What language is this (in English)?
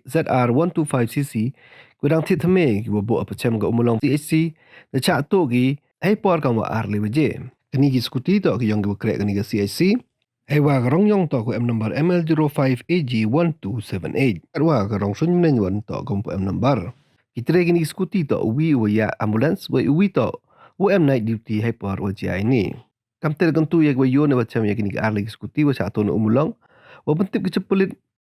Pnar